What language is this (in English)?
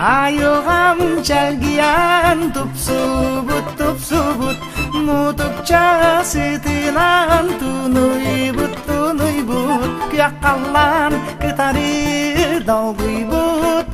Yakut